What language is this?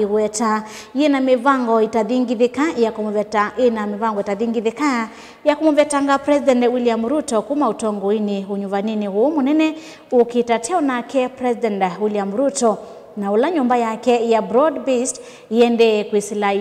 Kamba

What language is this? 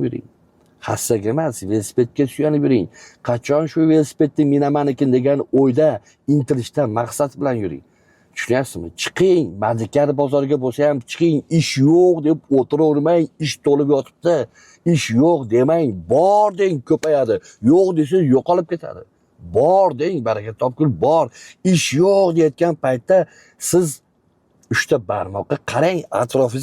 Uzbek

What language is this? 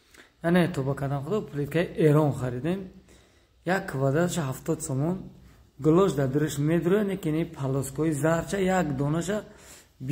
Tajik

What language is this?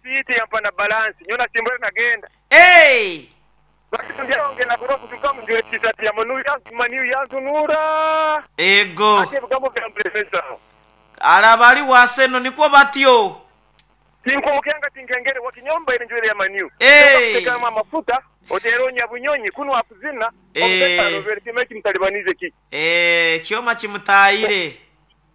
Nyoro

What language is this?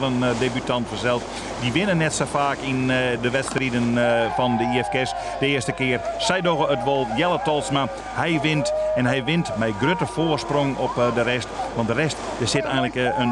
Western Frisian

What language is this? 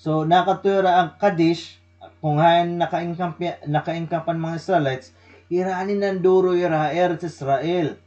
Waray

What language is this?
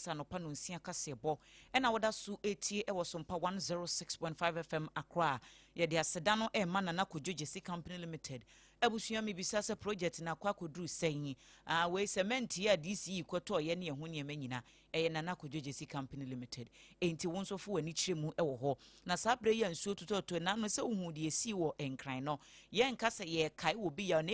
Akan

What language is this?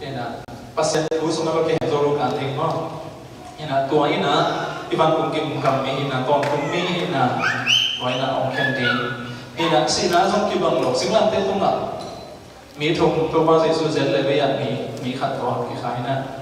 Tedim Chin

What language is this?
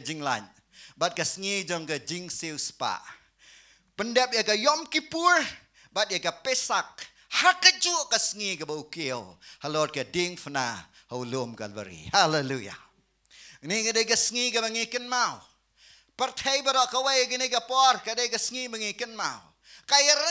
Khasi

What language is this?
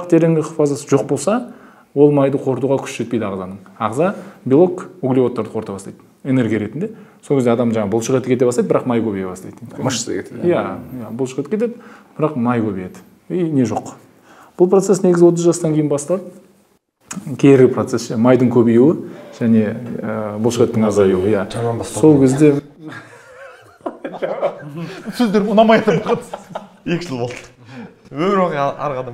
Kazakh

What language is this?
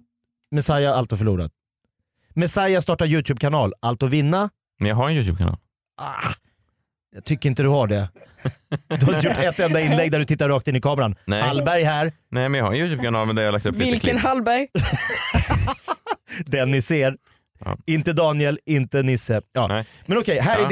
Swedish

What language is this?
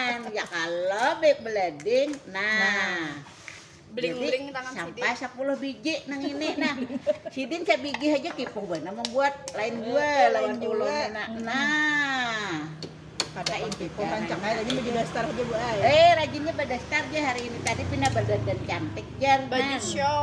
Banjar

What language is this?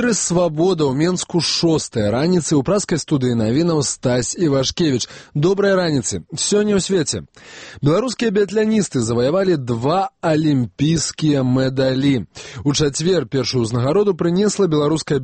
Belarusian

